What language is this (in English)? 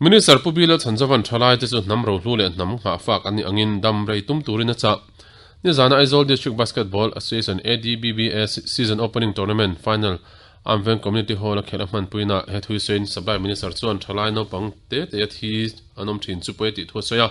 Mizo